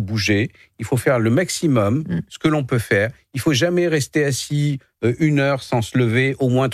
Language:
French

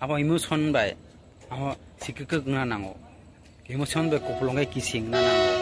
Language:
Kok Borok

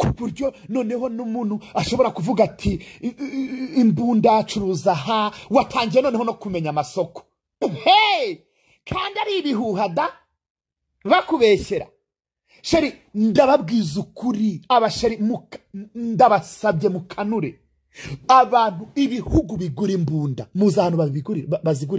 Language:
Kinyarwanda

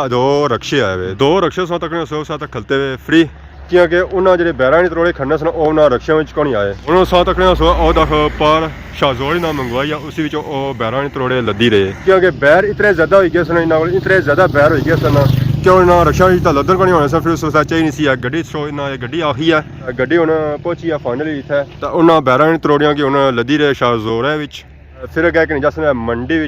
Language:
Pahari-Potwari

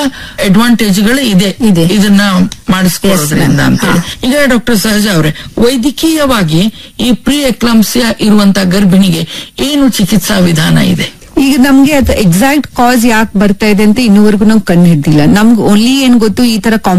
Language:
Kannada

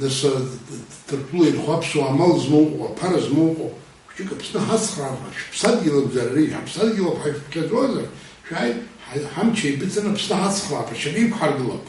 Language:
Abkhazian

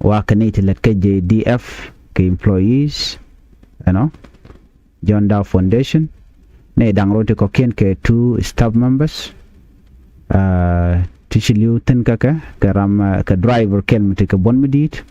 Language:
Nuer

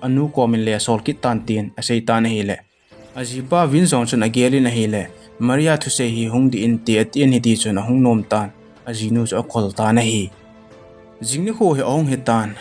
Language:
Thado Chin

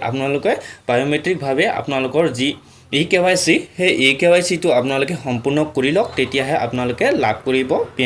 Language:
Assamese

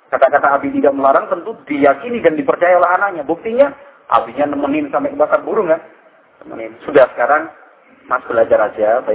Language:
Indonesian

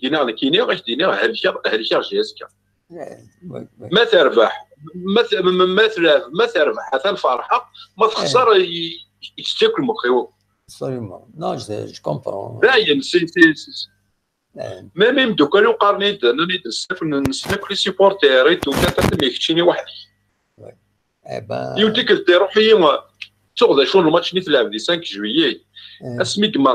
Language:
Kabyle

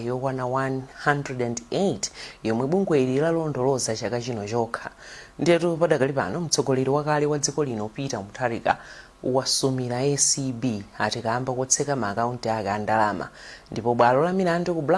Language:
Nyanja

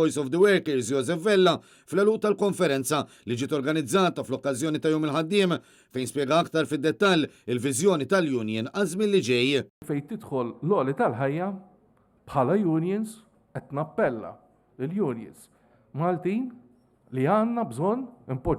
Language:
Maltese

